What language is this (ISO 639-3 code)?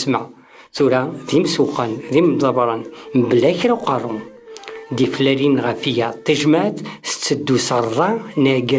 kab